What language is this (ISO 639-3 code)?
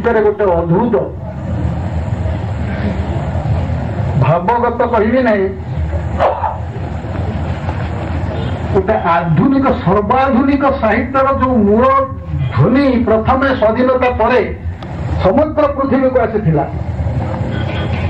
ori